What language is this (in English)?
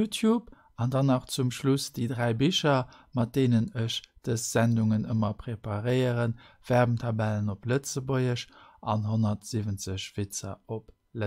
Luxembourgish